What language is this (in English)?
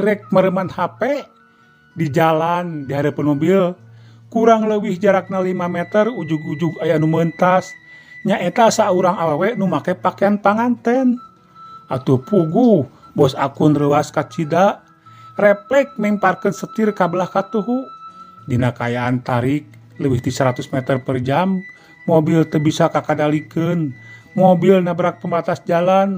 Sundanese